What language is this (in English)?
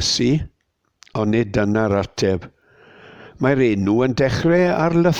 Welsh